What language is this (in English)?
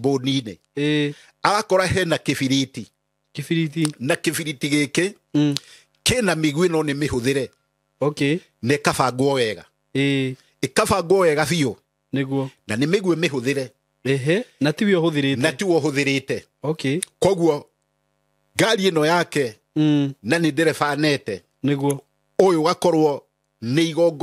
Kikuyu